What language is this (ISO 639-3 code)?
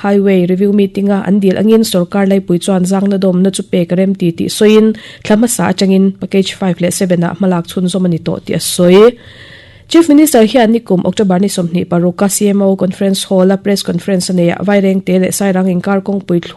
lus